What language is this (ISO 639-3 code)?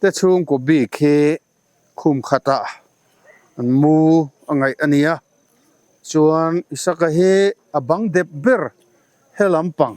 lus